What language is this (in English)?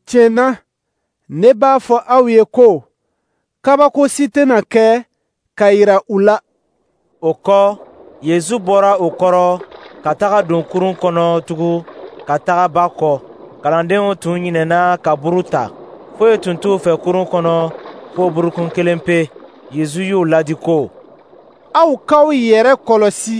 Dyula